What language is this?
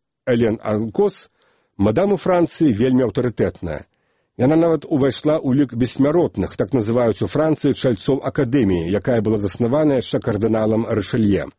Belarusian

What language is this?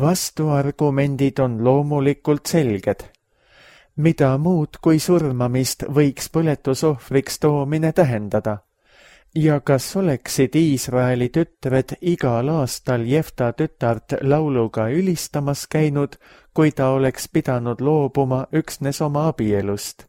Estonian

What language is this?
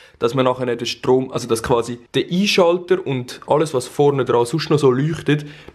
Swiss German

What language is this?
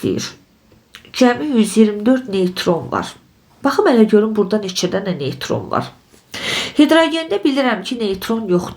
Azerbaijani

